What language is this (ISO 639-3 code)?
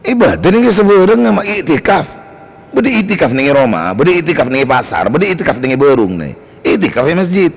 mad